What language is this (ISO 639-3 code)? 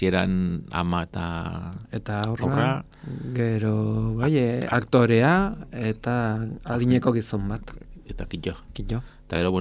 eus